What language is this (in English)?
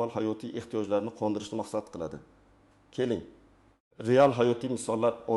Uzbek